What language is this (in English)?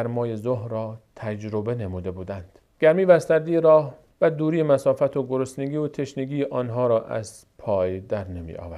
Persian